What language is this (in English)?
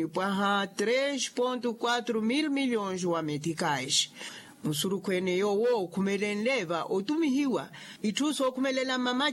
Makhuwa